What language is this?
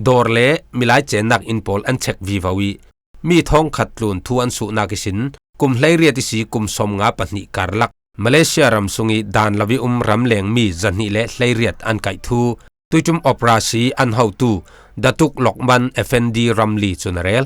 Falam Chin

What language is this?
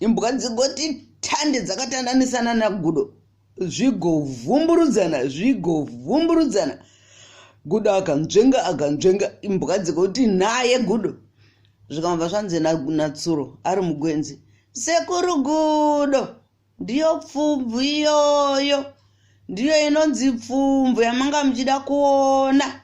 Shona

